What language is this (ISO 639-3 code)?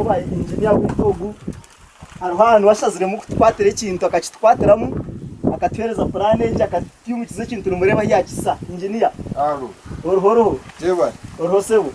nyn